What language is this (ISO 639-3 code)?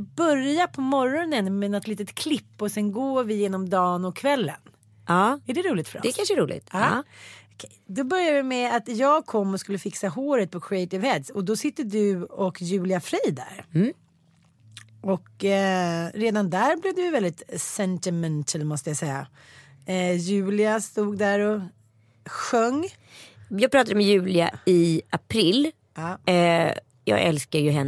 swe